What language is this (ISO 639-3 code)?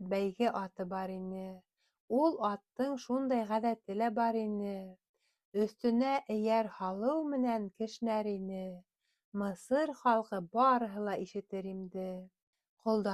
bak